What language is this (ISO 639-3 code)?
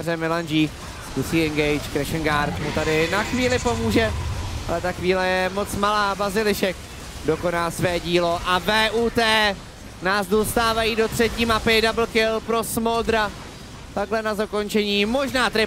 ces